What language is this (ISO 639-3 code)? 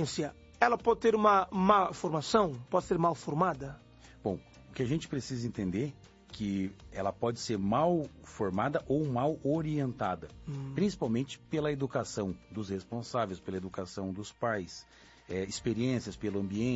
por